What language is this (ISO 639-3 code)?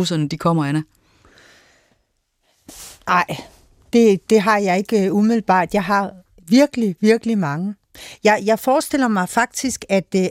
dan